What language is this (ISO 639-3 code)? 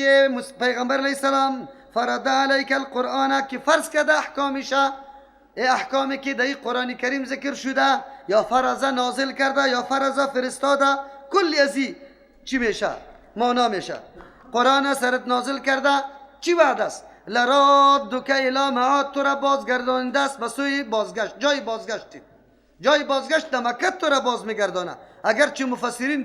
fas